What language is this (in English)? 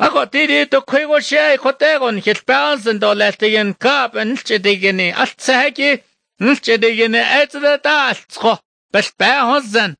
Somali